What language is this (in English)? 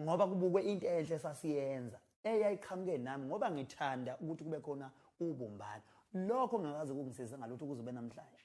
Zulu